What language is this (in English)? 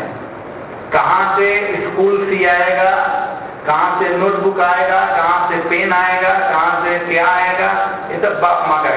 Hindi